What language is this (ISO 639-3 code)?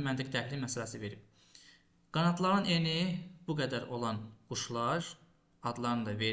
aze